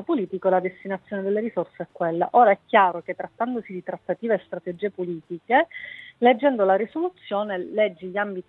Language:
Italian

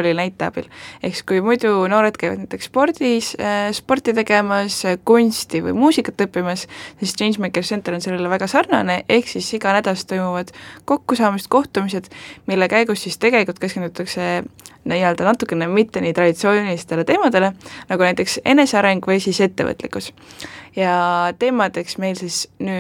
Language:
Estonian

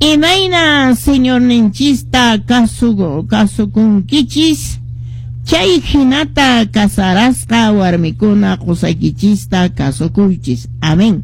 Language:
Quechua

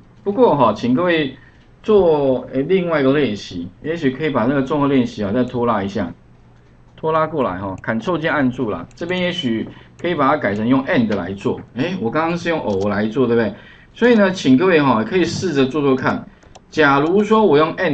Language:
Chinese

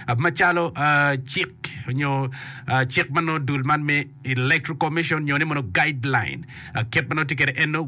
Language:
Acoli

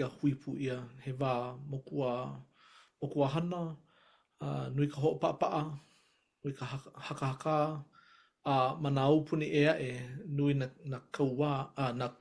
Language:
Hawaiian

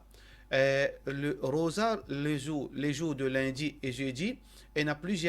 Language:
Morisyen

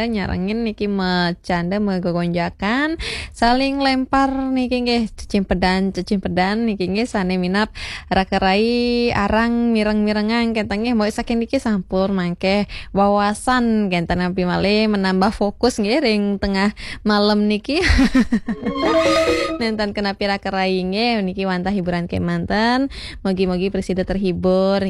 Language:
Balinese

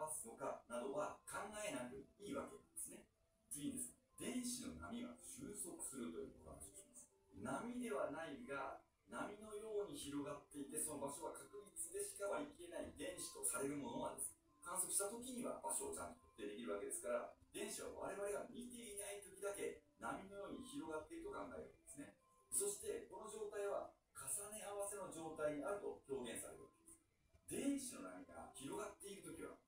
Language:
Japanese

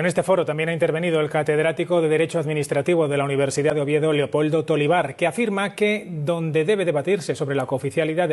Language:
Asturian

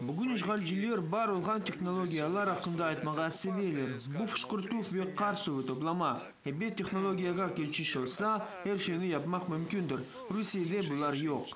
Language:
Crimean Tatar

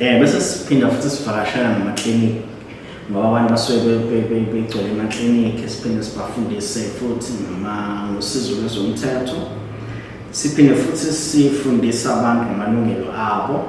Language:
Zulu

